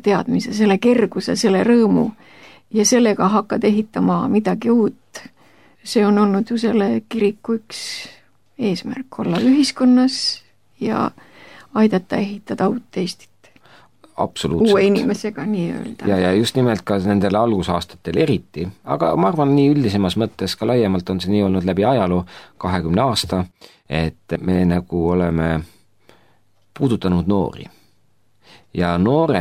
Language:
Estonian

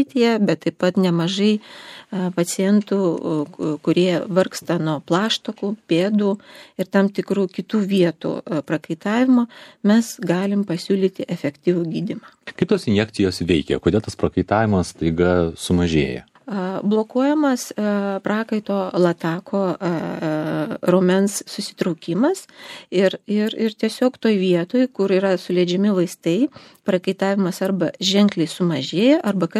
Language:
Lithuanian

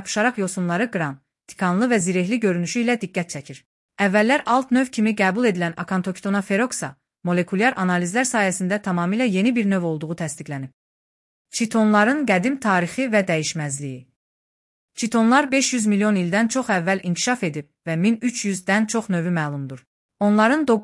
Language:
Azerbaijani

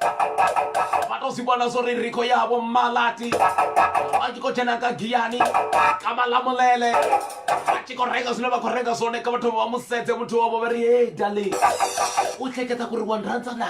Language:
Venda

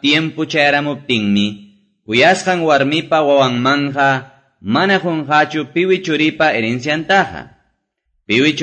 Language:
Quechua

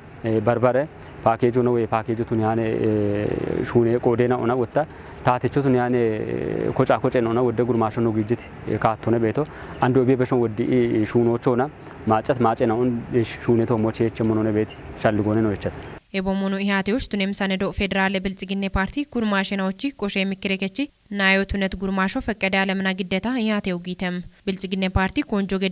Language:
Kafa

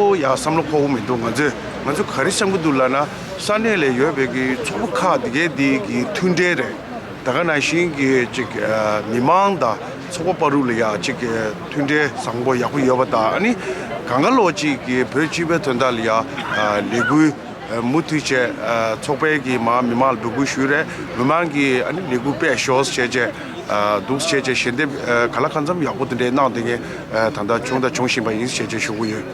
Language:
Tibetan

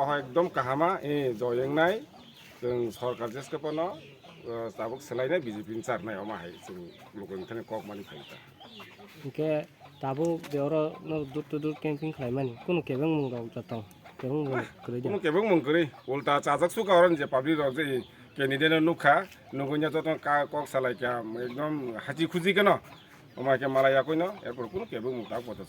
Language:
Kok Borok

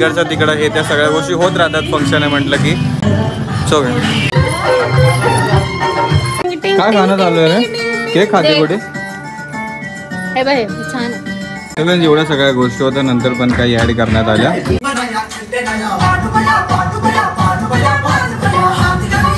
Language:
Marathi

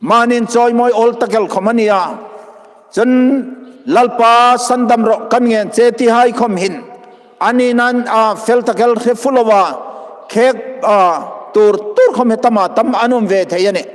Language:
Hmar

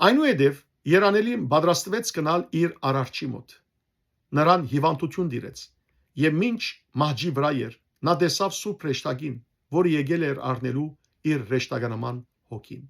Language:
Western Armenian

